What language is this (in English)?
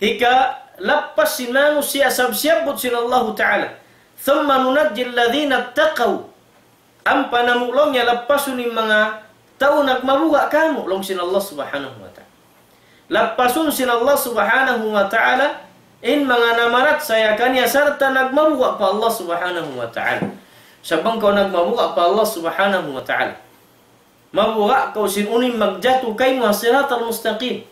Tausug